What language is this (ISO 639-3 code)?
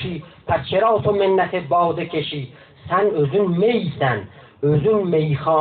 azb